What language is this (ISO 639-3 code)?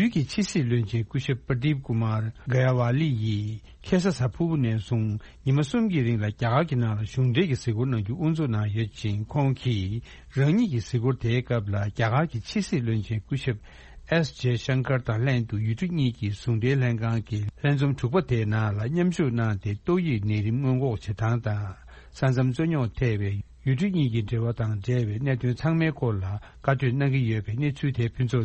bod